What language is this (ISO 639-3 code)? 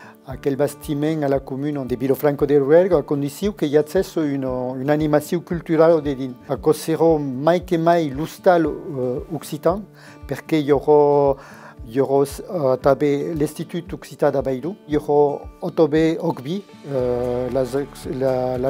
oci